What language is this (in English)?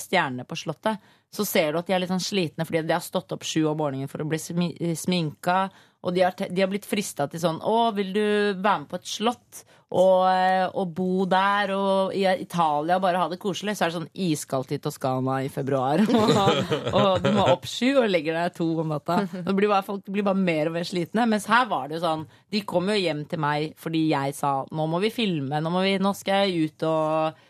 Norwegian